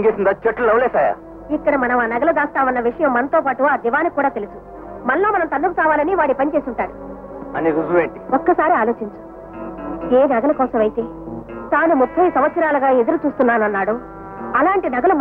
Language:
Telugu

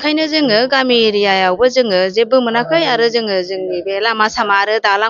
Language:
Bodo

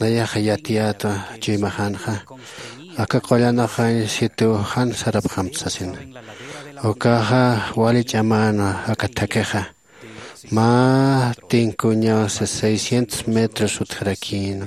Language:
Aymara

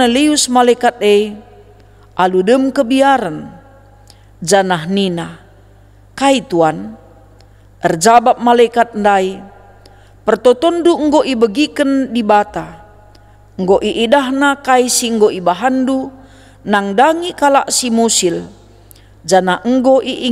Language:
Batak Karo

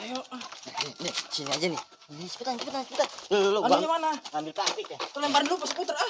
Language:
Betawi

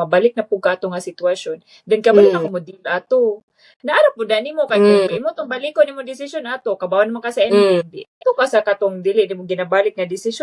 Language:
Cebuano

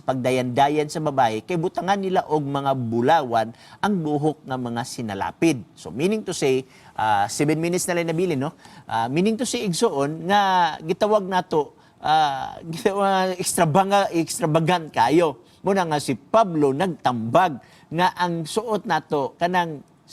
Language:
Cebuano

